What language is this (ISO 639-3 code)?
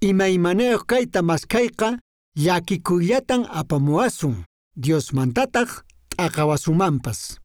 que